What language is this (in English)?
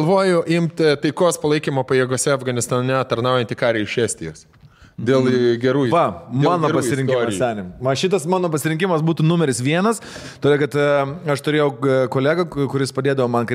Lithuanian